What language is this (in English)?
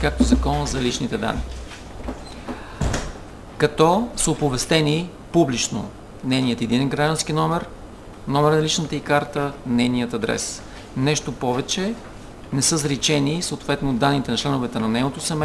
Bulgarian